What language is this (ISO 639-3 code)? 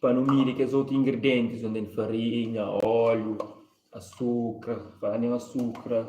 kea